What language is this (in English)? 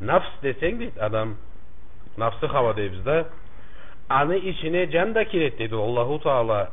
Karachay-Balkar